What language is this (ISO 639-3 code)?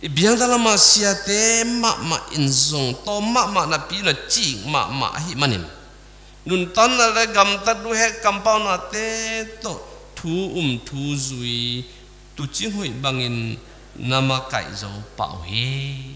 ctd